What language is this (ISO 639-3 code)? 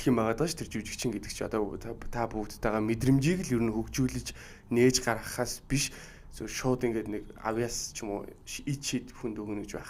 mon